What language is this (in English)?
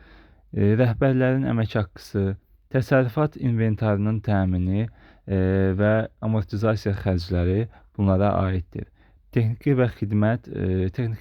Azerbaijani